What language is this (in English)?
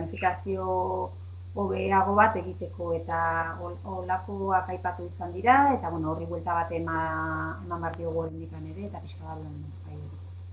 Basque